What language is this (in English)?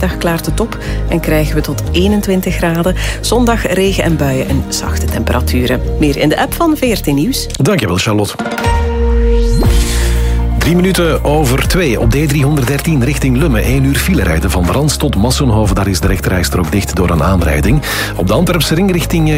Dutch